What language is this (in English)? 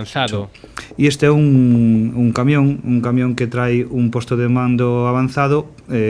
Galician